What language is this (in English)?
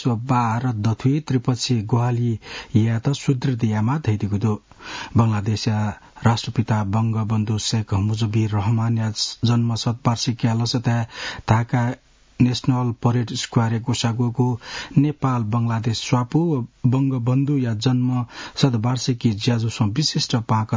Newari